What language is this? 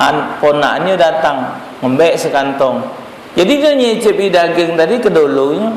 Musi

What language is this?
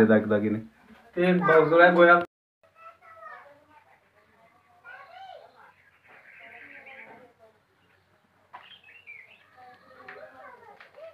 Marathi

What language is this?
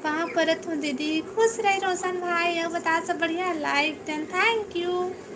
Chhattisgarhi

